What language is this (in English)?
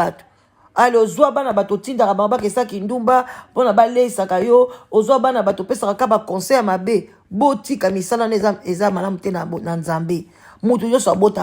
Lingala